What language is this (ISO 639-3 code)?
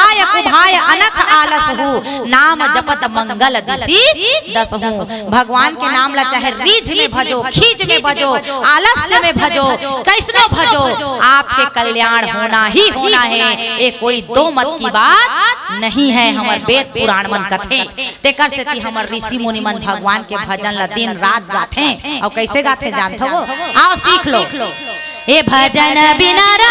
hne